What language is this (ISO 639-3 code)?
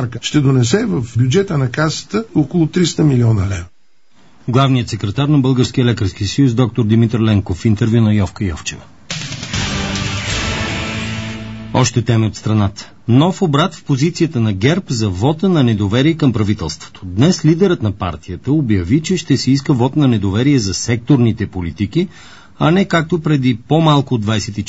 bul